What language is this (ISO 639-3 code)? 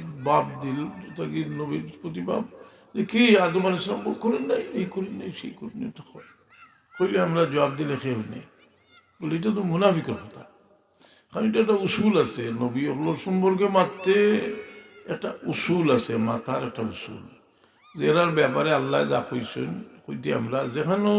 syl